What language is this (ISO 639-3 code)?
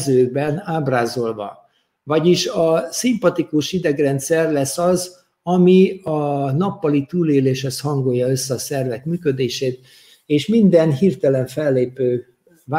hun